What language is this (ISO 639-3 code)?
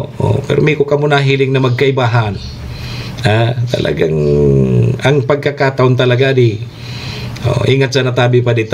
bik